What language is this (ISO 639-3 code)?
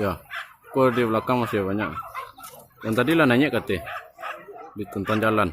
min